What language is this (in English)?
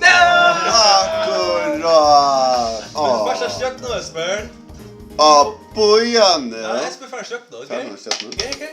Faroese